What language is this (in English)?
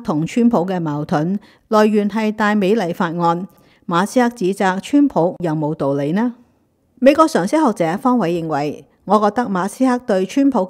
Cantonese